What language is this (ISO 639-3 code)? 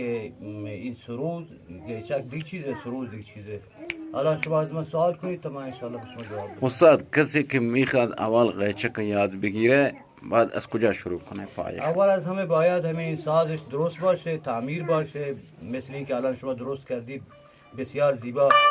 bgp